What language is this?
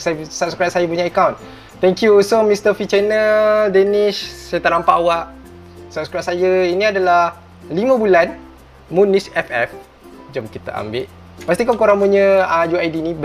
Malay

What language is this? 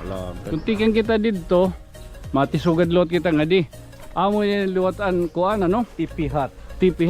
Waray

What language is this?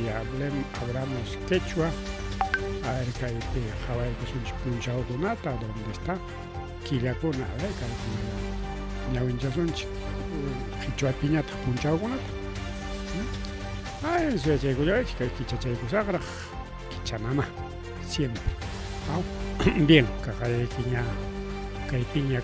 Ayacucho Quechua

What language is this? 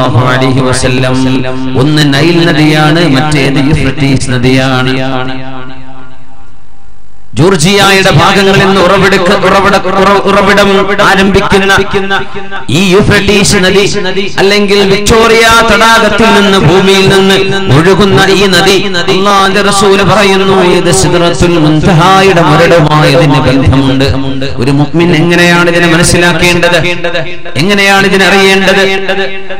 Malayalam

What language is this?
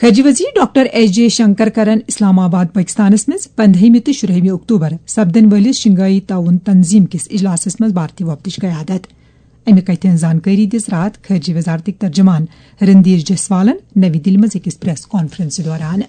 Kashmiri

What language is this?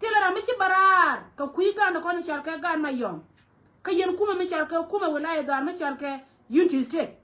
Nuer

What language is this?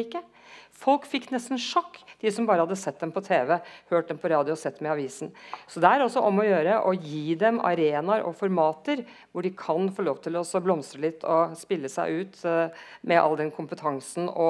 Norwegian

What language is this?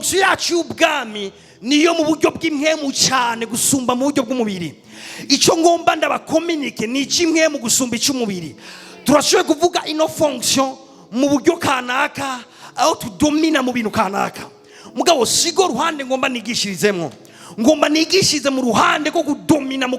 Rundi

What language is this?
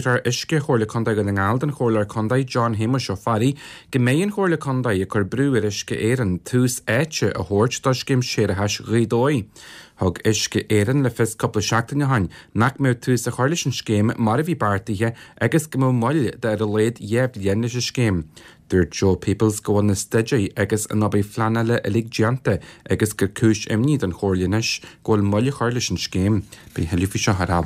Irish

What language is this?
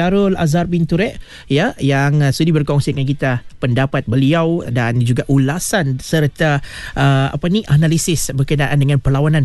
Malay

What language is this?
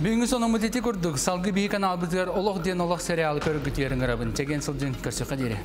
Yakut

